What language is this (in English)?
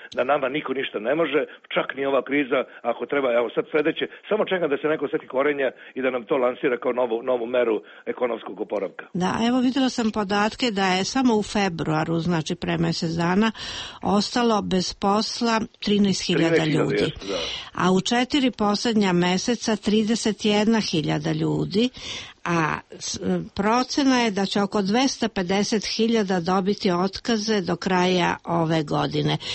Serbian